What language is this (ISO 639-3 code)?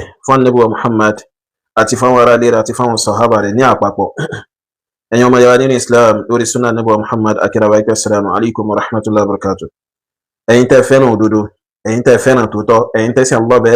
yor